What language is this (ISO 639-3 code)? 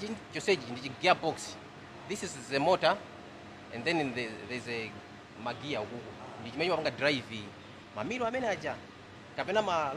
nya